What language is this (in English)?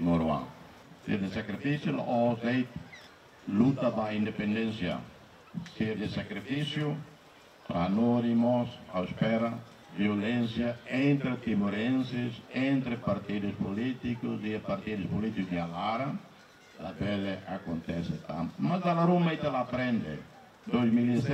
Tetum